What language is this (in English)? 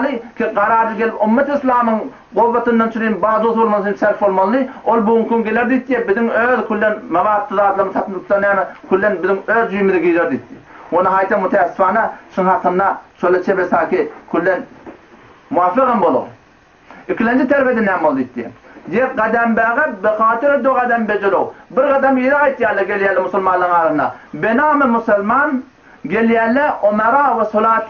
Turkmen